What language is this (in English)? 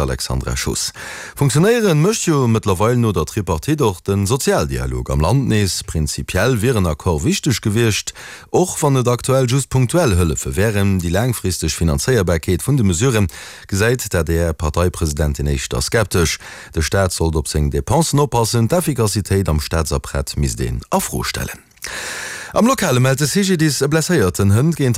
Luxembourgish